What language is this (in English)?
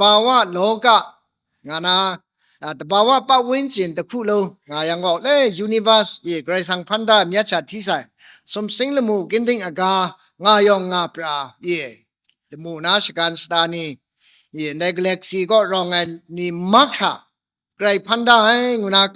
Kachin